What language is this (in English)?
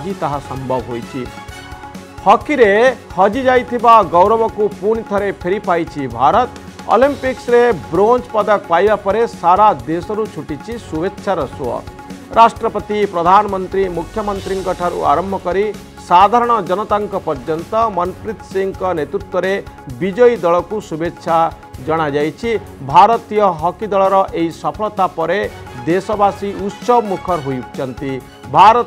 Odia